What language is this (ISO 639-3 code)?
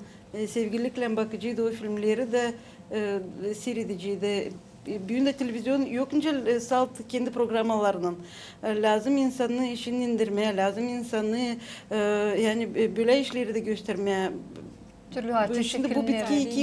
gag